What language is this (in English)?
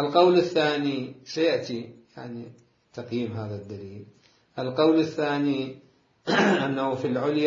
Mesopotamian Arabic